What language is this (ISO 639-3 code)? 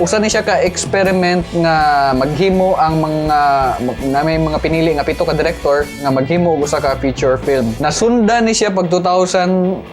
ceb